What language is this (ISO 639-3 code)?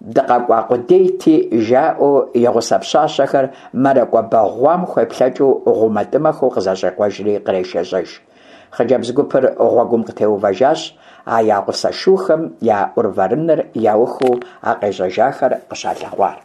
kbd